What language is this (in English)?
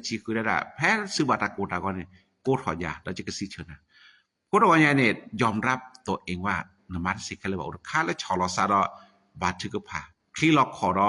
S'gaw Karen